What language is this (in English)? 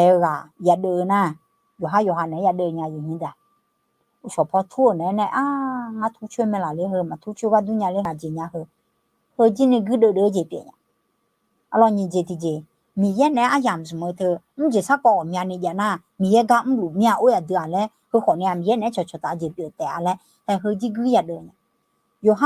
Akha